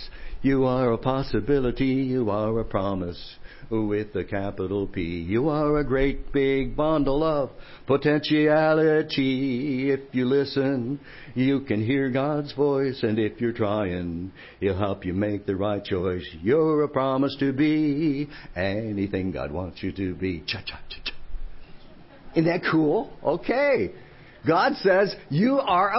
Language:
English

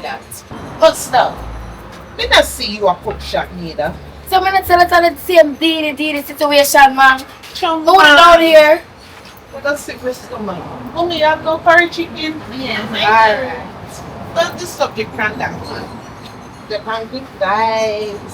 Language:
Jamaican Creole English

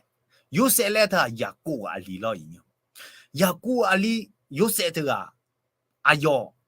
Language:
Akha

